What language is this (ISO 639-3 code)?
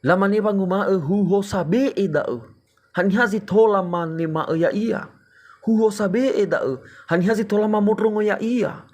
nia